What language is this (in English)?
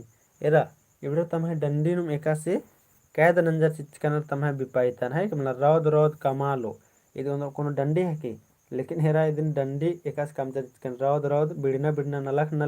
Kurukh